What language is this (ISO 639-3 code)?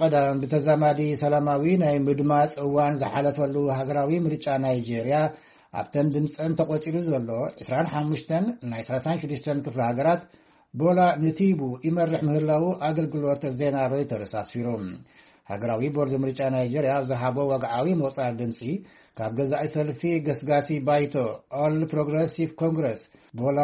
tir